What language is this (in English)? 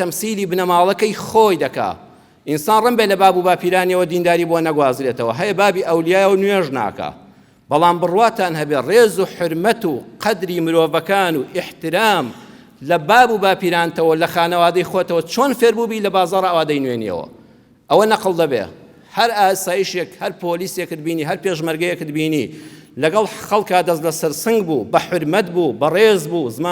Central Kurdish